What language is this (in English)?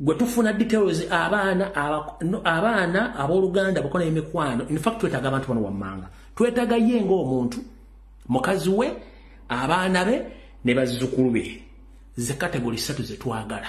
Ganda